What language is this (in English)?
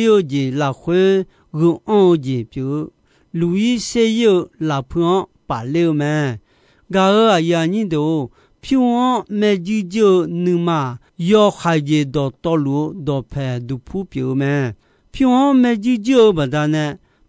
Akha